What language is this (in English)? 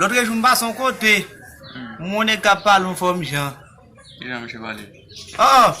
Haitian Creole